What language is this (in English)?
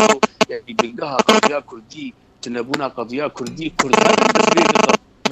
Kurdish